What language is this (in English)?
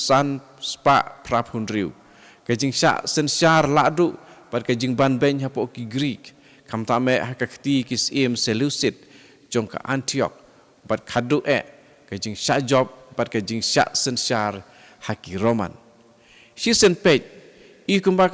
Khasi